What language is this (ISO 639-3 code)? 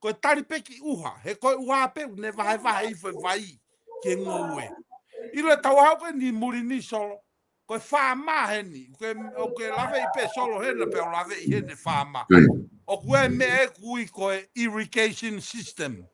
ton